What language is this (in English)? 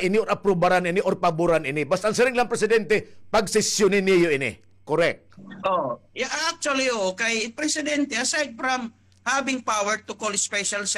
Waray